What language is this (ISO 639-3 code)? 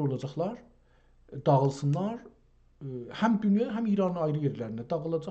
azb